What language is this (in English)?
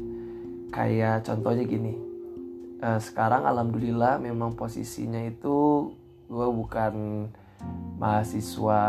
Indonesian